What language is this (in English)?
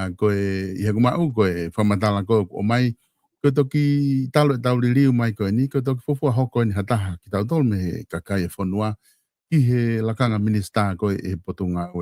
Tongan